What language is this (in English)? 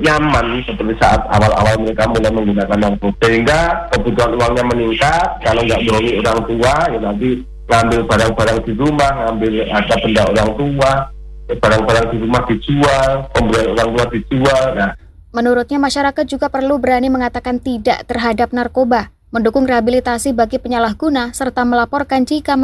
Indonesian